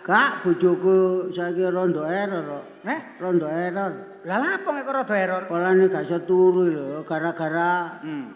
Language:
Javanese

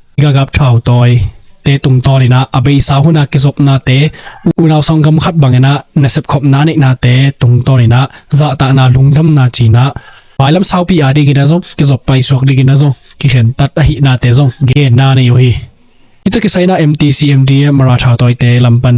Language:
Tedim Chin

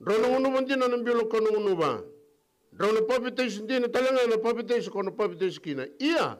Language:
Fijian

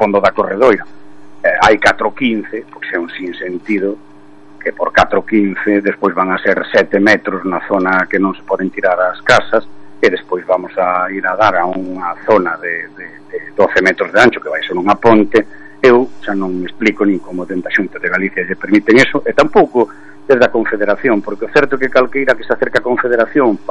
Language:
Galician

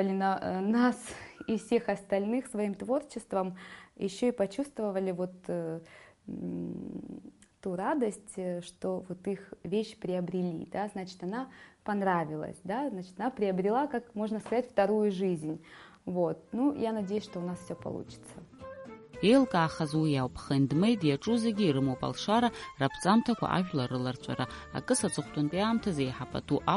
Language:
Abkhazian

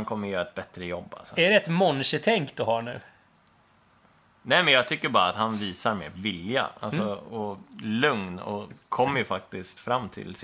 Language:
Swedish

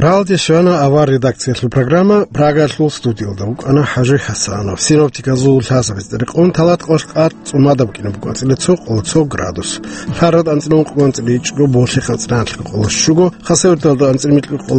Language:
Avaric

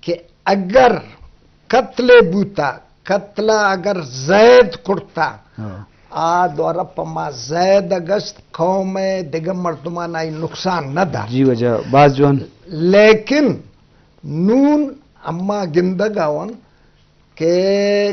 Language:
Eastern Balochi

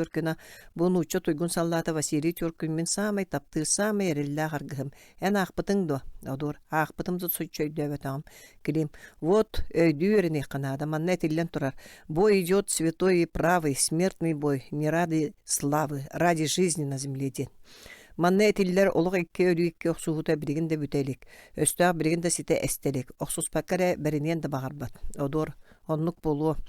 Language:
Yakut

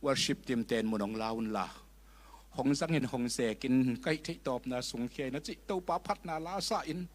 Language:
Tedim Chin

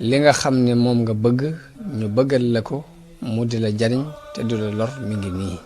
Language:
Wolof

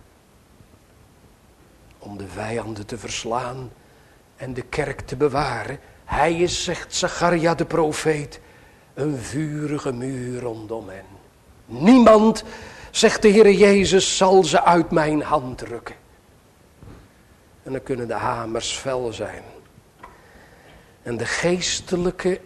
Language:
Dutch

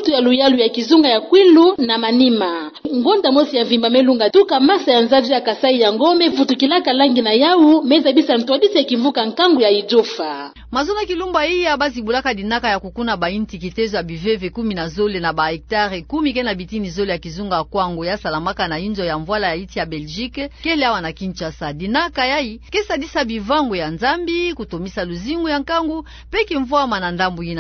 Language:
Kituba (Democratic Republic of Congo)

